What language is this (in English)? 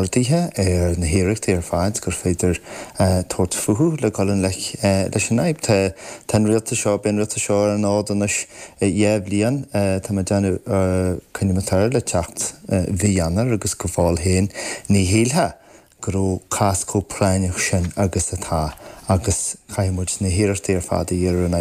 Irish